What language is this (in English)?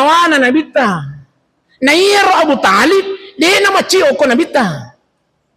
Buginese